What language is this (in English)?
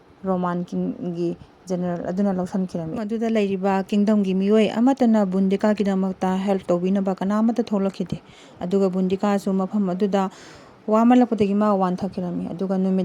Manipuri